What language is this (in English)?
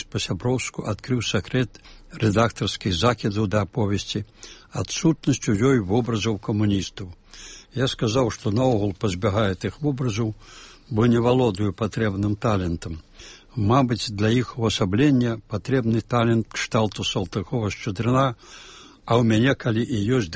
Belarusian